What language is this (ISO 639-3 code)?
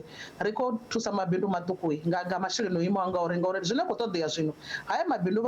ven